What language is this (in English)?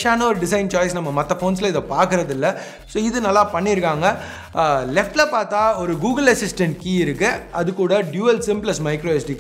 Tamil